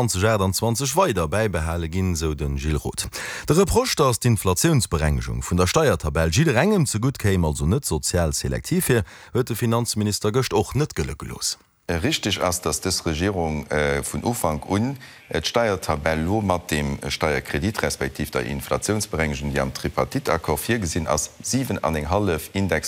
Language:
Luxembourgish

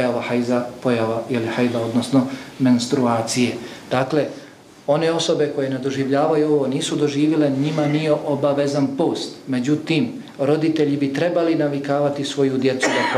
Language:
Bosnian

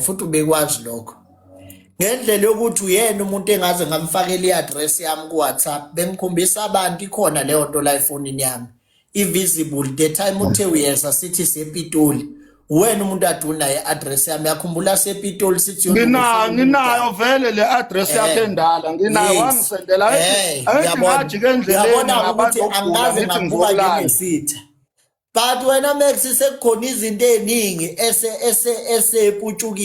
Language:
Zulu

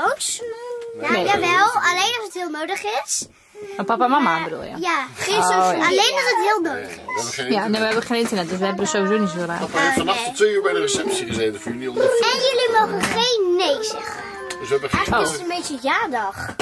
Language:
Dutch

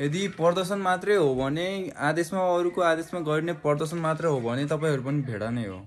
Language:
Nepali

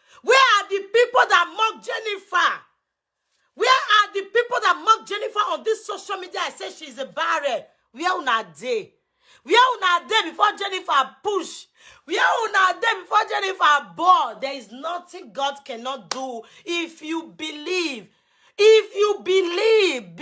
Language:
Nigerian Pidgin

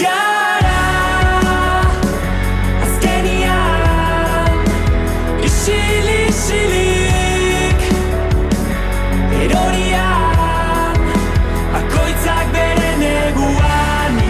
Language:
Basque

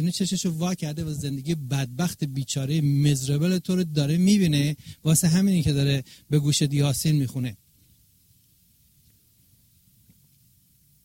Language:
Persian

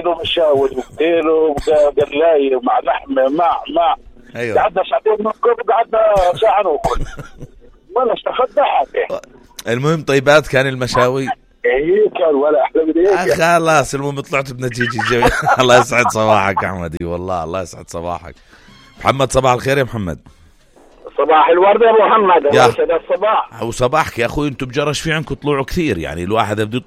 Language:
South Levantine Arabic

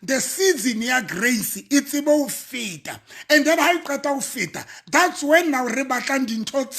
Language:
Southern Sotho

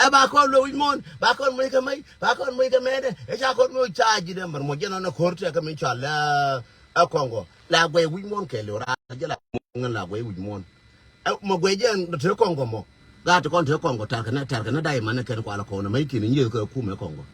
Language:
Nuer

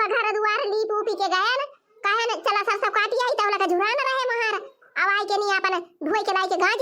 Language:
Awadhi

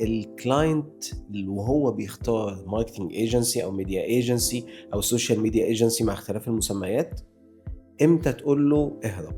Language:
Egyptian Arabic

